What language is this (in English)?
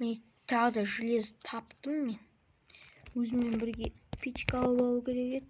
Kazakh